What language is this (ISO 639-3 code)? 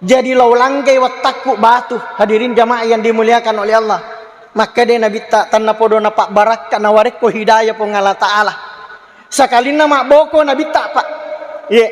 bug